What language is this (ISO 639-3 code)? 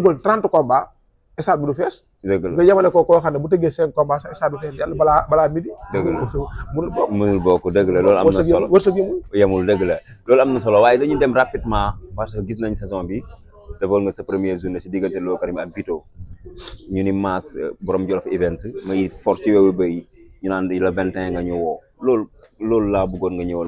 wol